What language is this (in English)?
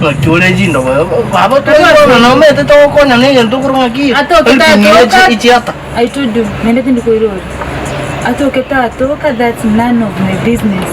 Gusii